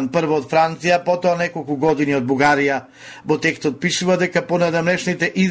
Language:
Macedonian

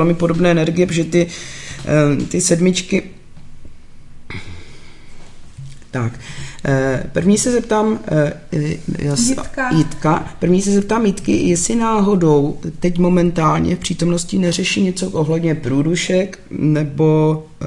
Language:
Czech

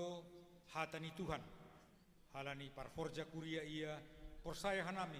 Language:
Batak Simalungun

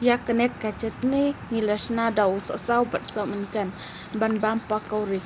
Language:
Khasi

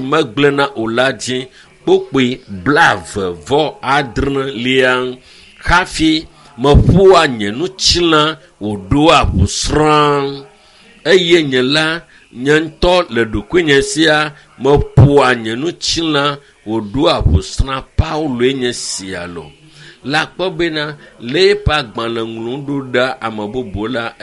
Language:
Ewe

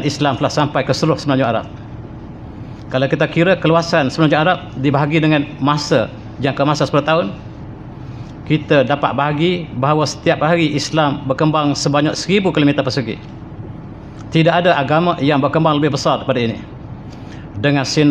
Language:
Malay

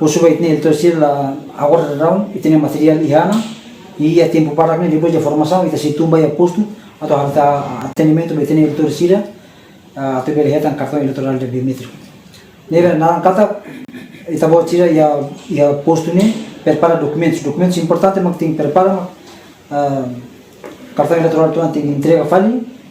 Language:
Tetum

